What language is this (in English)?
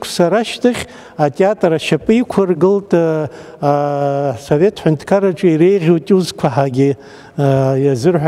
Abkhazian